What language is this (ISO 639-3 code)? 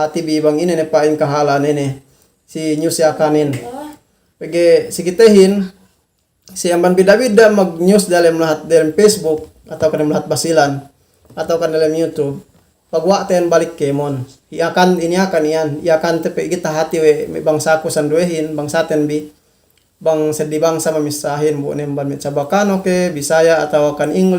yka